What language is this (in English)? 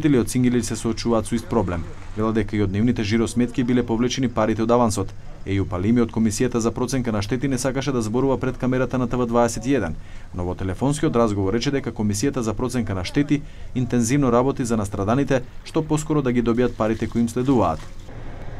Macedonian